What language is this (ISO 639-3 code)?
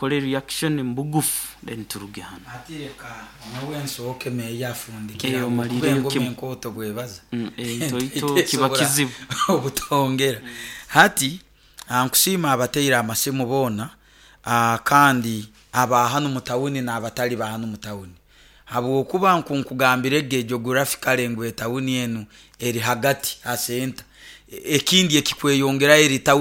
nyo